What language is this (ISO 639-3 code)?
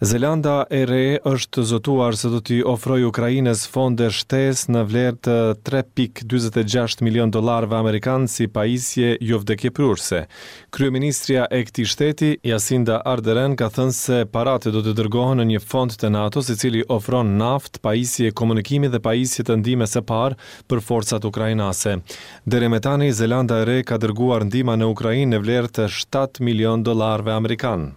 sqi